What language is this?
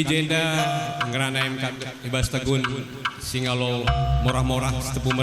Batak Karo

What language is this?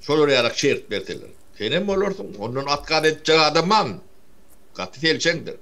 Turkmen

